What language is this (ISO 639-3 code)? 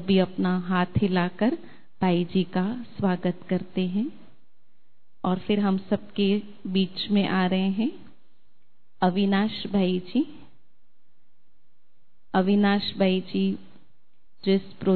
hin